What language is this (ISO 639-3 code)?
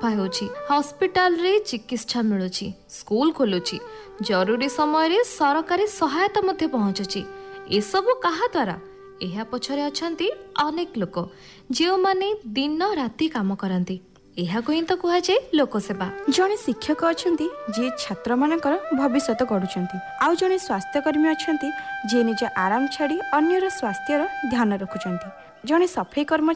ori